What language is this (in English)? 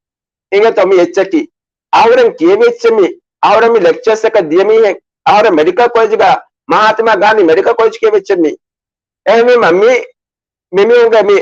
Divehi